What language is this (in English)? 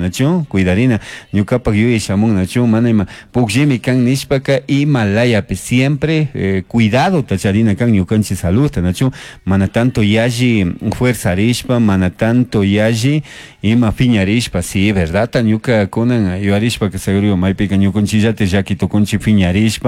Chimborazo Highland Quichua